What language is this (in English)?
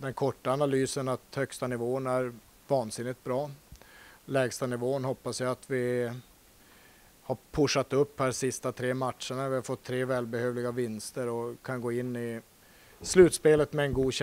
Swedish